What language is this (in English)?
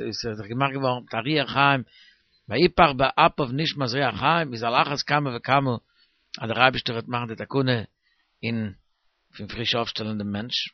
Yiddish